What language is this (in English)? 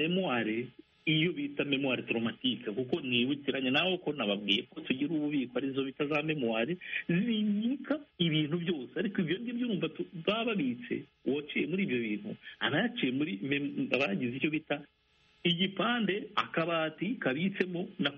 Kinyarwanda